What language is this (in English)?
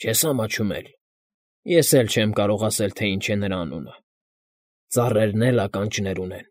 Armenian